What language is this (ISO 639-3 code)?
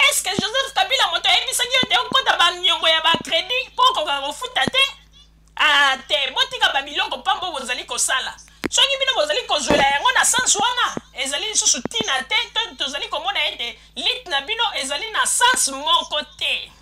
lin